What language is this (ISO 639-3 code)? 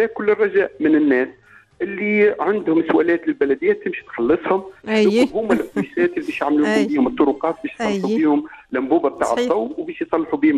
aeb